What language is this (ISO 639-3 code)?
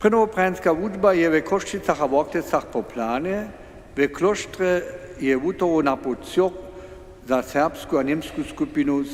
hsb